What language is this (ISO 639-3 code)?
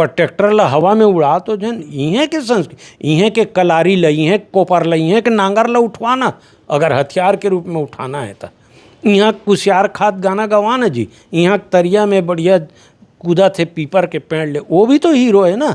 hne